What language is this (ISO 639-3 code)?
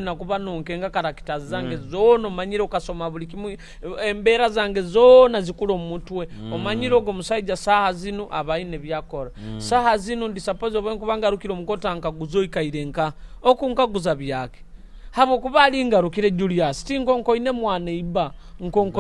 nyo